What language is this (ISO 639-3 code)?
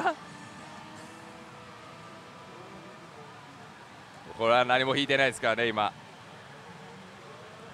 jpn